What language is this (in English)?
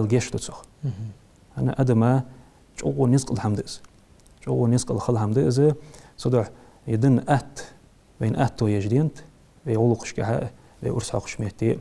Ingush